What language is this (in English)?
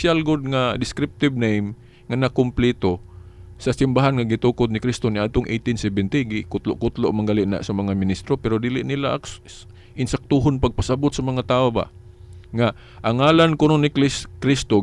Cebuano